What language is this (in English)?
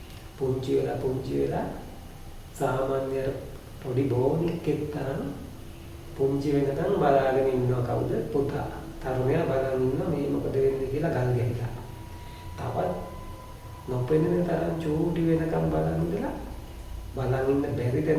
Sinhala